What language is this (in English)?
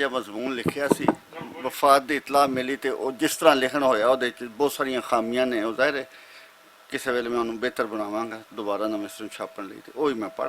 Western Panjabi